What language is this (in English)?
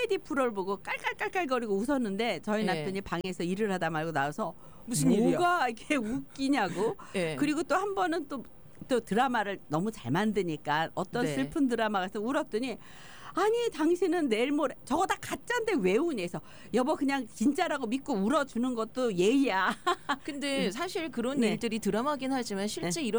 Korean